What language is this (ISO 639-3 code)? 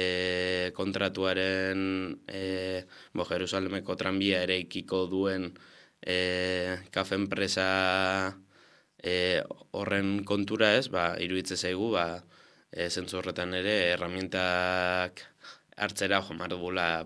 eus